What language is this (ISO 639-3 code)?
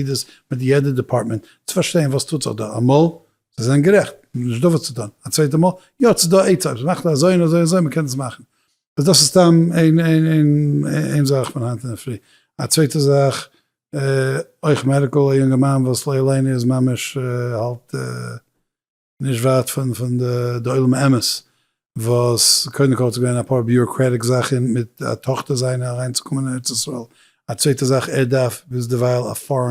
yid